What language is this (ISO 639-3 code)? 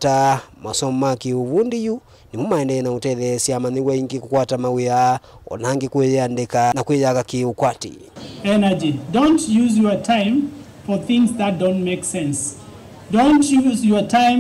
kam